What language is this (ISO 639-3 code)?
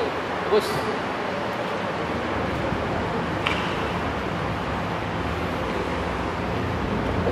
msa